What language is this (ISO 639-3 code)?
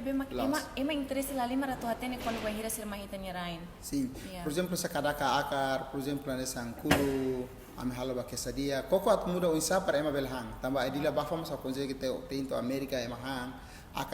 tet